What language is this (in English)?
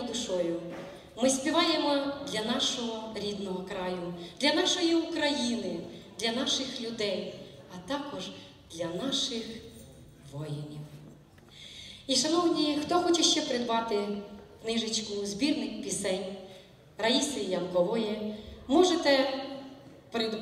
Ukrainian